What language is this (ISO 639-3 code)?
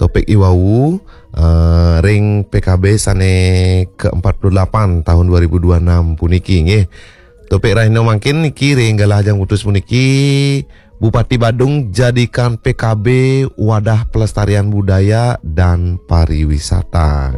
ban